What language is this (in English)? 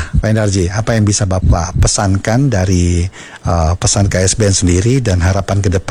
Indonesian